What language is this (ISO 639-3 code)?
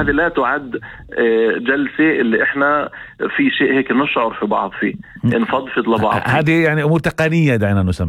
apc